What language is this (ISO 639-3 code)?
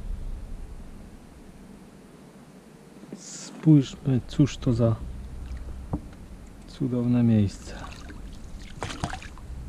pol